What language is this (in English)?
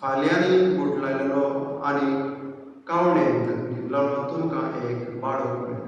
Konkani